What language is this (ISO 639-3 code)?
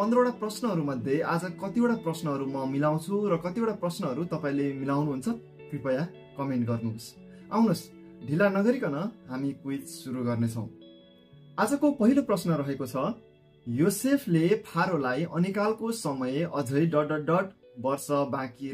nep